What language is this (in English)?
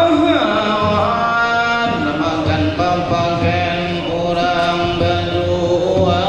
Banjar